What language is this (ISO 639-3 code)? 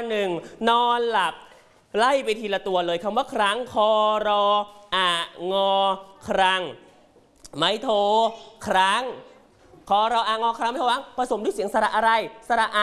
tha